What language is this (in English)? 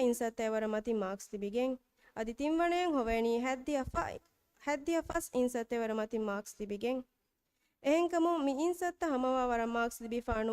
Divehi